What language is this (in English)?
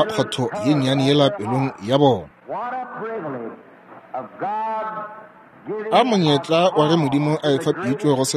Northern Sotho